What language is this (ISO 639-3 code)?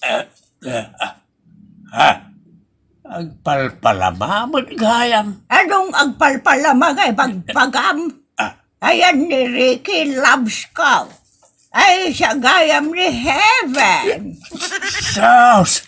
ilo